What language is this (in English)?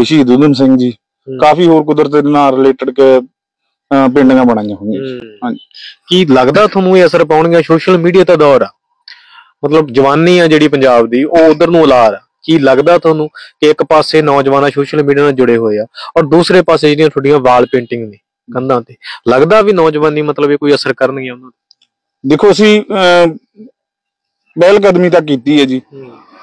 Punjabi